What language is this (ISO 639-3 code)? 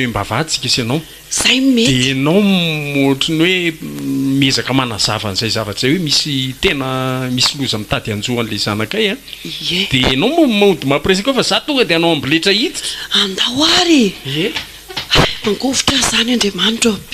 mlg